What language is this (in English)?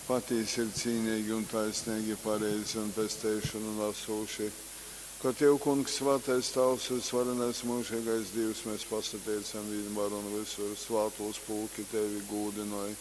Latgalian